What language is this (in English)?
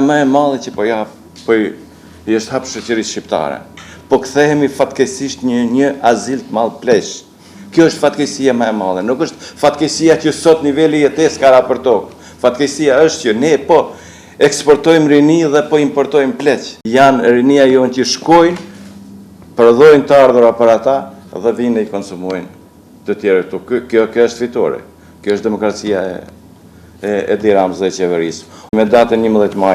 Albanian